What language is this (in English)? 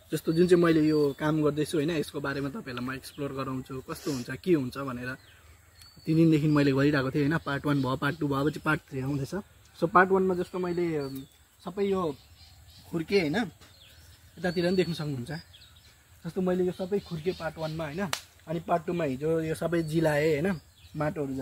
Nepali